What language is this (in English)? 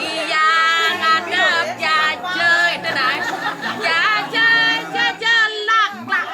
Balinese